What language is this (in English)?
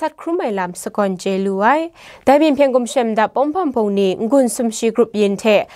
Kachin